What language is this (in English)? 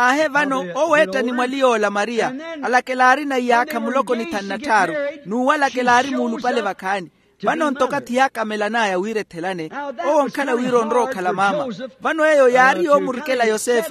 Makhuwa